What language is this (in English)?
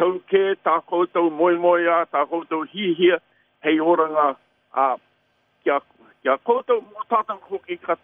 Māori